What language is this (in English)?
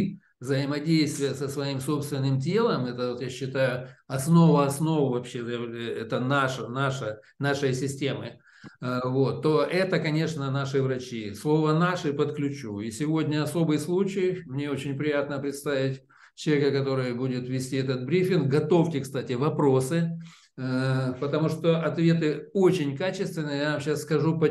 Russian